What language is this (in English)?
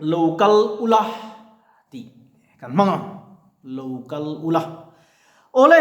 Mizo